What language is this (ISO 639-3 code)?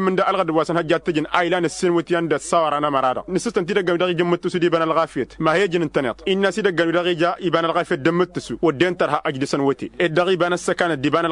taq